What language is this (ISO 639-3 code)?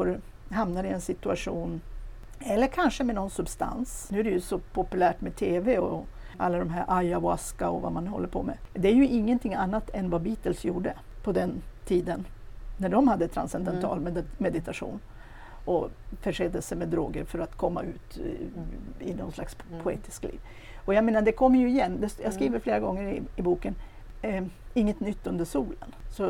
swe